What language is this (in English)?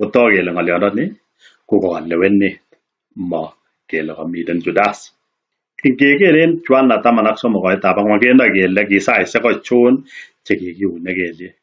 Kalenjin